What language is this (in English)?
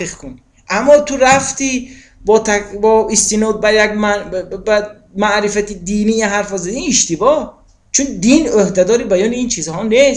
Tajik